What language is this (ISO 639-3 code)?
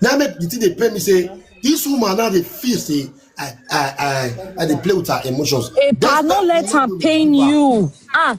pcm